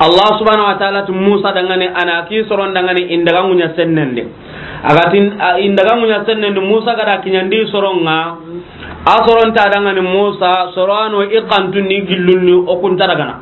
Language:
Soninke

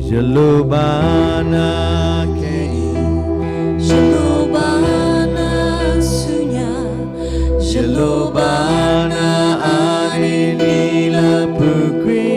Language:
S'gaw Karen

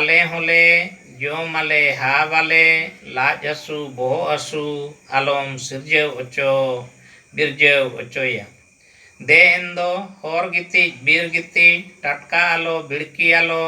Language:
Santali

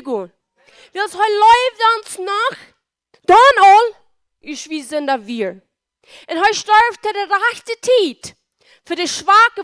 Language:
Plautdietsch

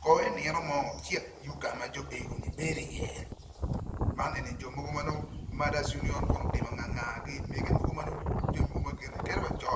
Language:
Acoli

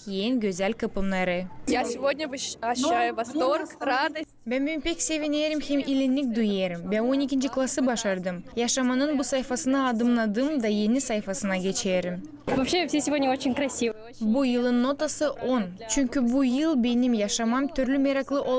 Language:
Gagauz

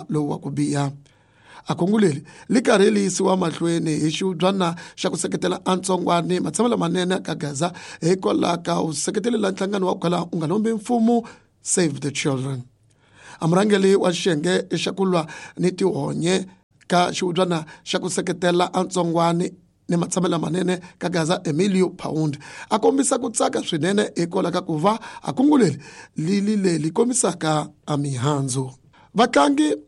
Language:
Tsonga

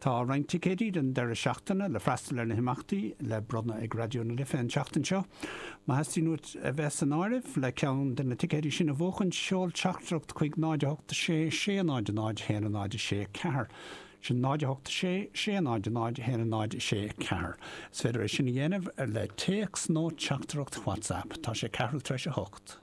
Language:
Irish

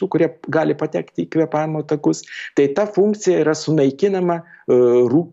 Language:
Lithuanian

